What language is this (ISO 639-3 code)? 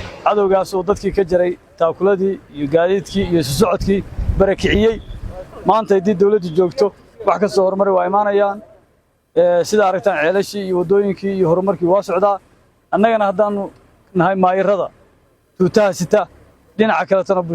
som